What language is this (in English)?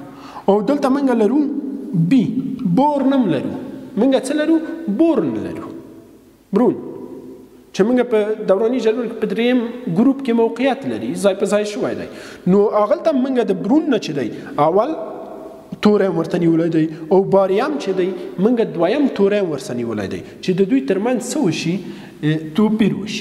Pashto